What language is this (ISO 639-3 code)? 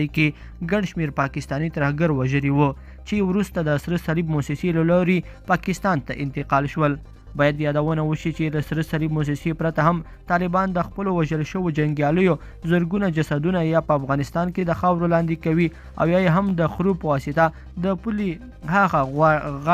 pus